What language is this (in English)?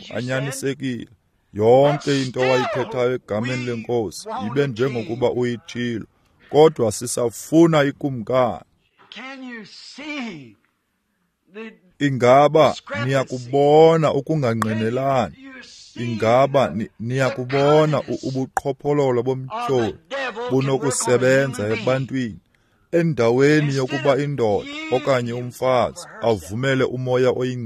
Xhosa